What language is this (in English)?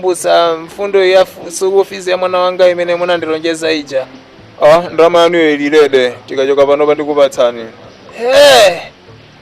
Nyanja